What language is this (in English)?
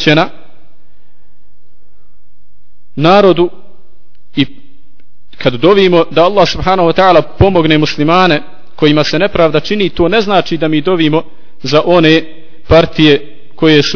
Bosnian